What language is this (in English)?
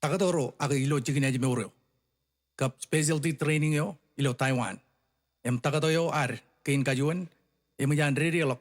Marshallese